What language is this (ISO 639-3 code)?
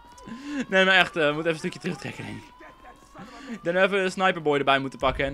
nld